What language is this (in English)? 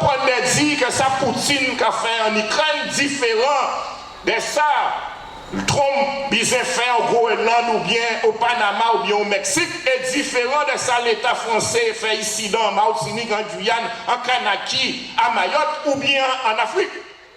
Guadeloupean Creole French